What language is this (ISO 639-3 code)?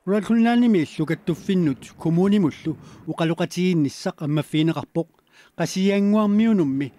kal